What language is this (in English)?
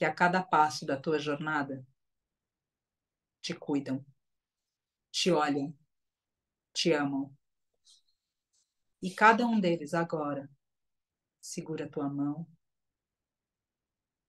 Portuguese